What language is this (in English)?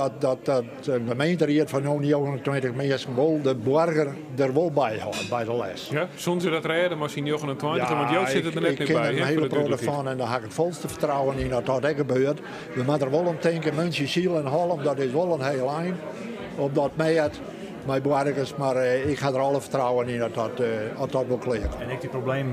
Western Frisian